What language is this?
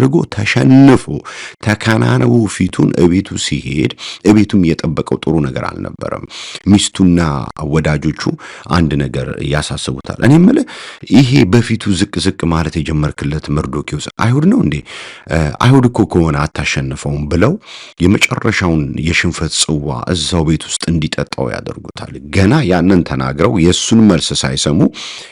Amharic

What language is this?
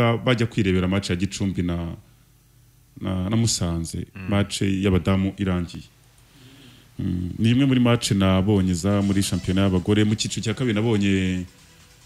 Kinyarwanda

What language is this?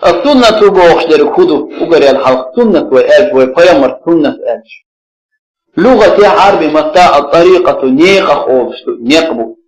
Chechen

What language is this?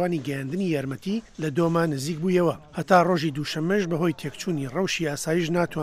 Central Kurdish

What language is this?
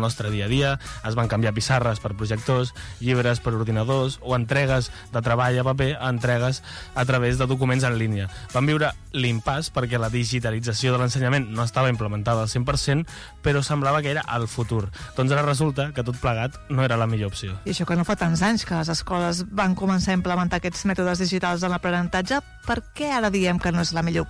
Catalan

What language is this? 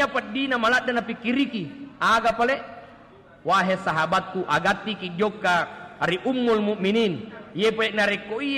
Buginese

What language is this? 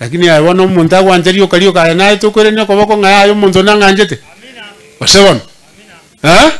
Gusii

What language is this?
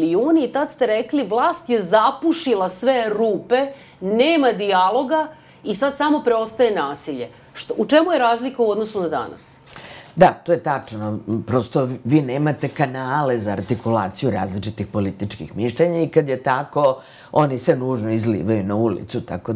Serbian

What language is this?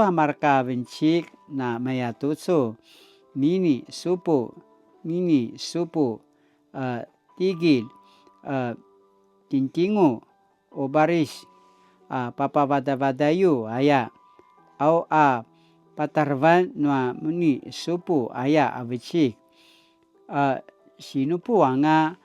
Paiwan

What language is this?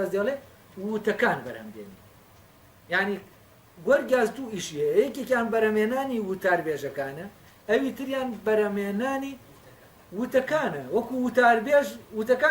Central Kurdish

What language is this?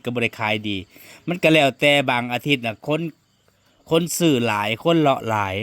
Northeastern Thai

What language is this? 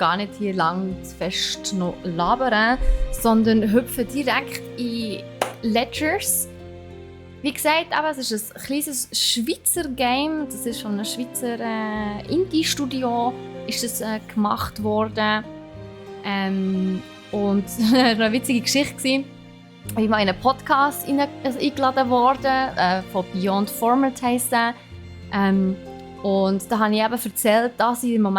Swiss German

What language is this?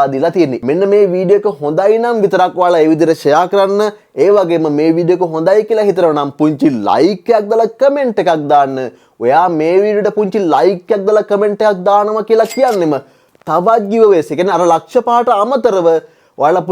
Sinhala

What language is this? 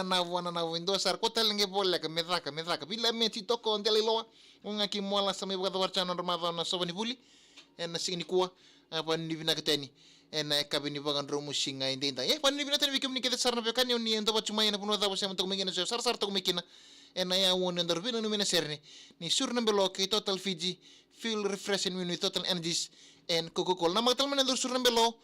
Fijian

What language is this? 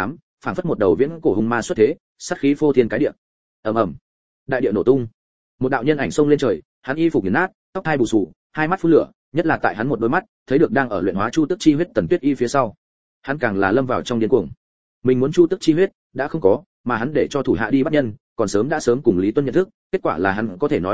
Vietnamese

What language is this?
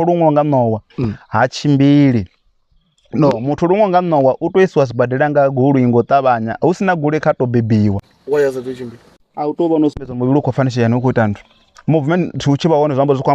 Venda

